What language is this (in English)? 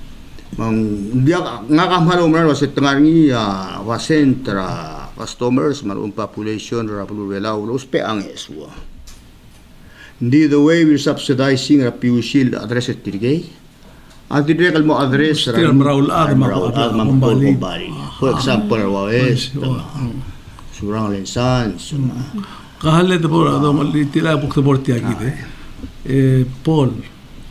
Palauan